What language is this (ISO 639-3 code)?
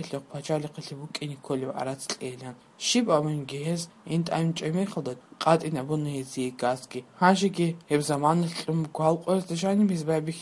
ava